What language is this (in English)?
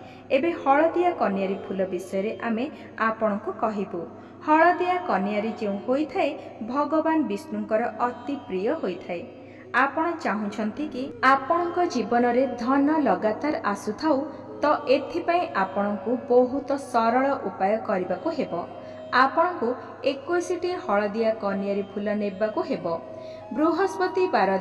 Odia